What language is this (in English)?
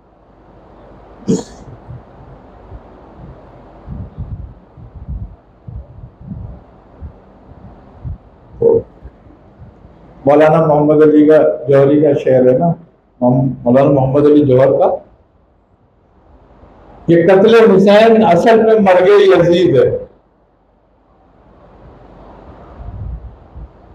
Hindi